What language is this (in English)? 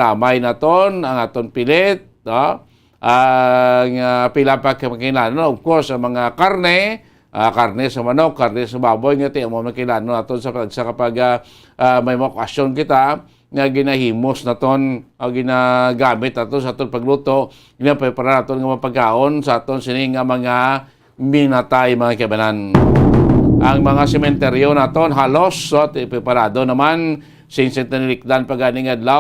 Hiligaynon